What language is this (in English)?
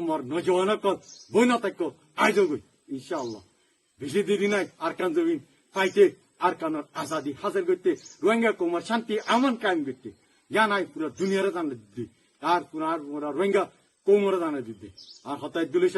Rohingya